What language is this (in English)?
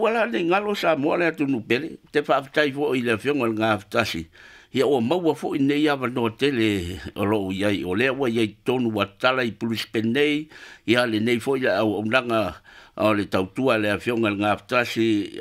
Samoan